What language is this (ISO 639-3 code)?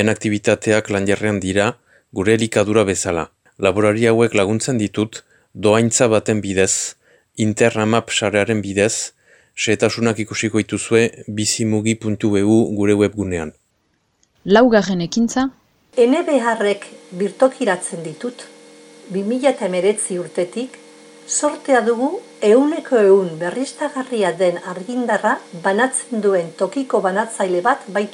eus